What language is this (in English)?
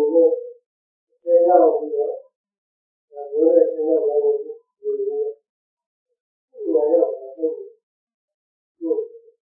Burmese